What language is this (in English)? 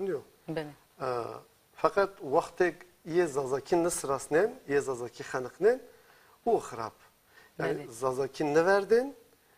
Kurdish